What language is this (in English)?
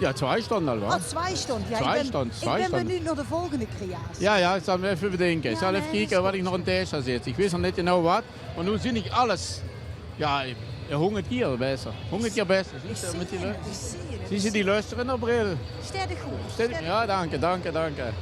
Limburgish